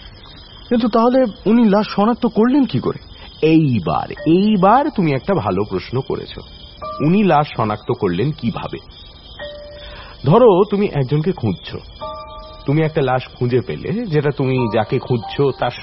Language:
Bangla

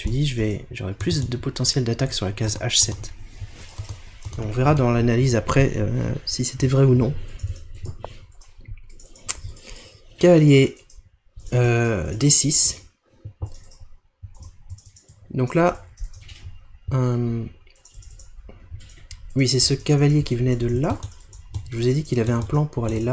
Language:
French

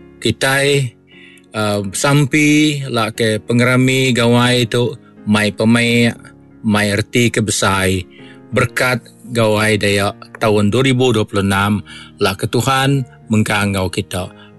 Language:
Iban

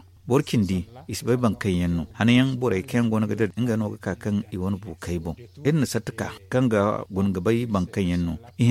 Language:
Zarma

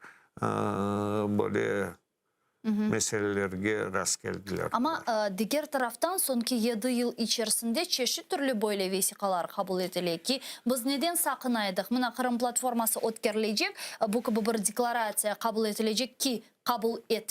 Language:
Crimean Tatar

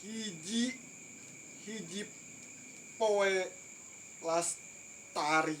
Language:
Sundanese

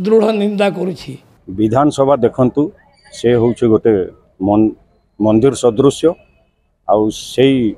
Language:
Odia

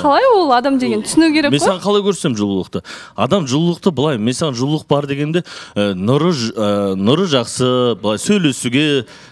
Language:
Kazakh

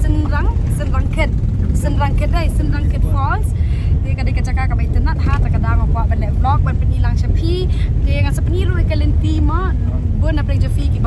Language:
Khasi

